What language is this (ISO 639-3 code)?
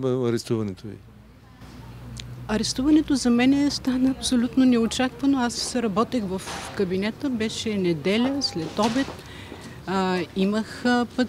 bul